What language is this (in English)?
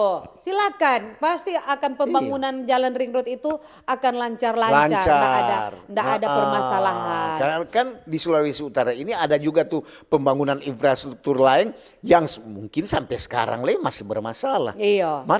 Manado Malay